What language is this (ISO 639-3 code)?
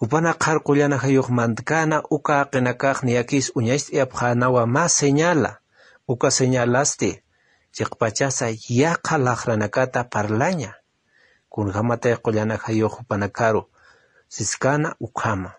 aym